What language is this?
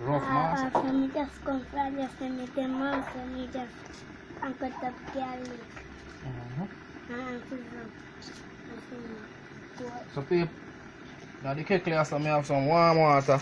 Jamaican Creole English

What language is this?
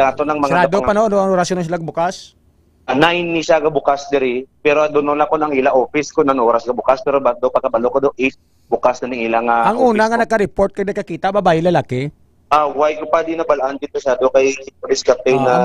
Hiligaynon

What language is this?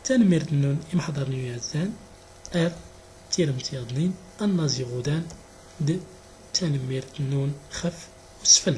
Central Atlas Tamazight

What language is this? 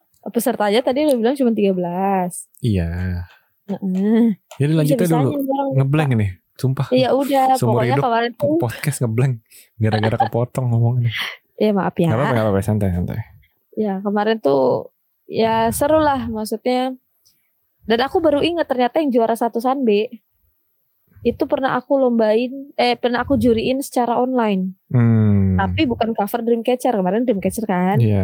Indonesian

